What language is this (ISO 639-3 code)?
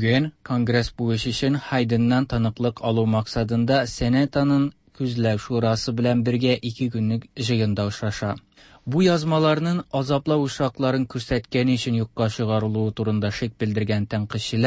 tat